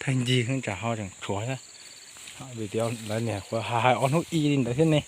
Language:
Hmong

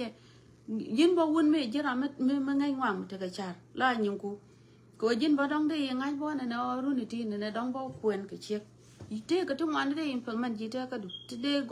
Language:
Nuer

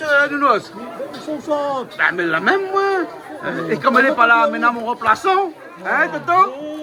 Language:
Réunion Creole French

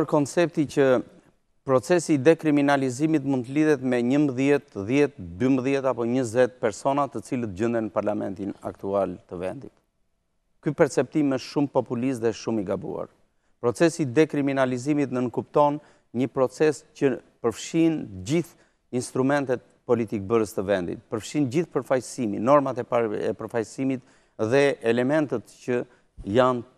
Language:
Albanian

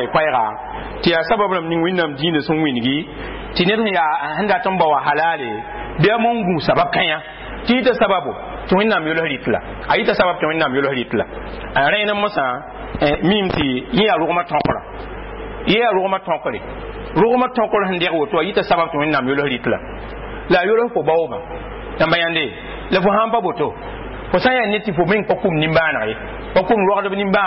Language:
Mossi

